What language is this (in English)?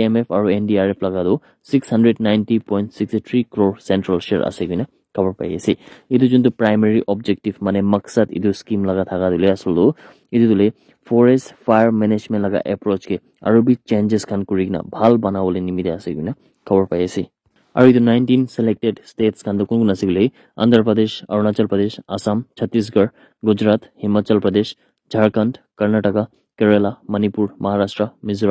Naga Pidgin